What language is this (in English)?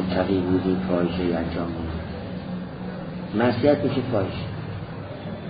Persian